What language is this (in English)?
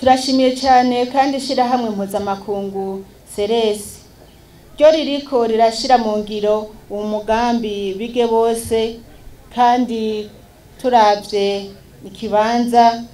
Rundi